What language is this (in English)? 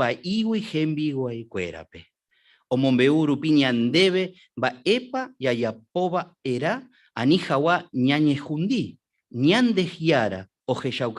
Guarani